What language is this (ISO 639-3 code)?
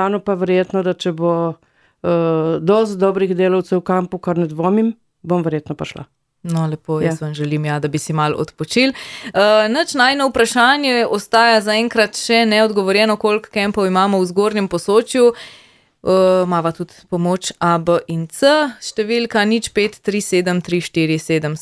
slv